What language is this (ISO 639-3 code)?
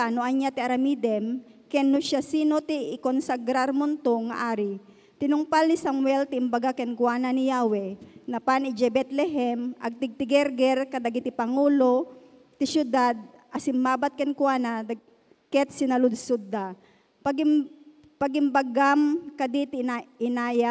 ilo